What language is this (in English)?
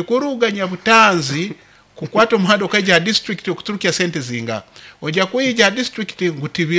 Nyoro